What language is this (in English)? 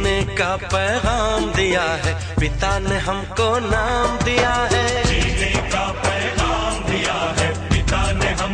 Hindi